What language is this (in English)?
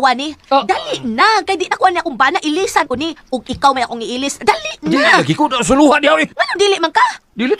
Cebuano